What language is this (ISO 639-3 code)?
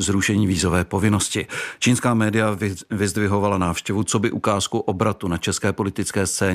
ces